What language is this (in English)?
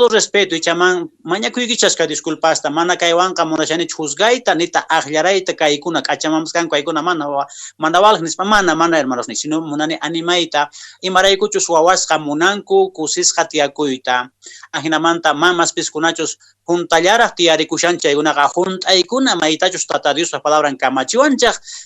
Quechua